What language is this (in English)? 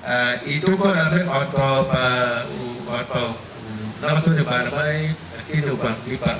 Acoli